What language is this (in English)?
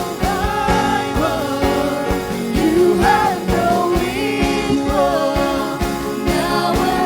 Waray